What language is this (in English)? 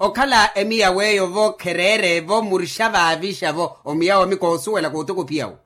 Makhuwa